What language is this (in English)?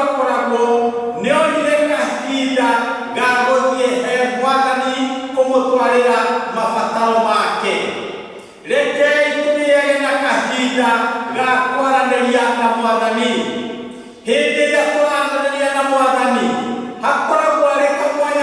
Kikuyu